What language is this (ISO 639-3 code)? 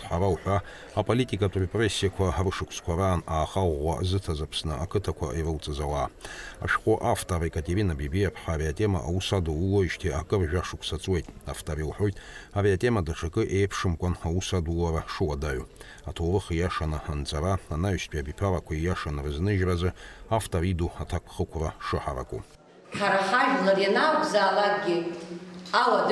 abk